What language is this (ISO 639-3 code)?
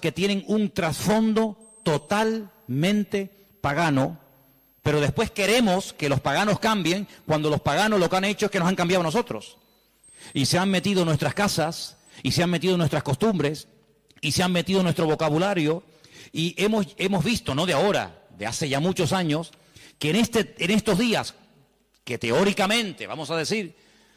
spa